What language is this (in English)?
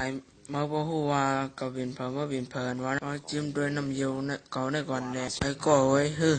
Shan